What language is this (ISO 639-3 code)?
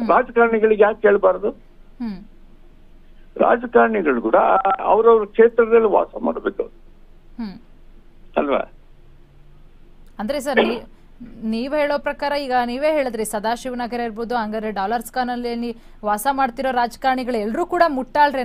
kan